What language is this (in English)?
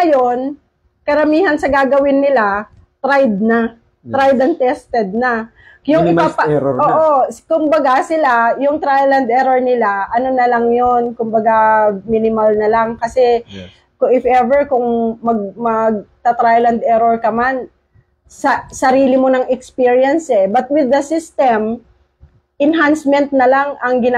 Filipino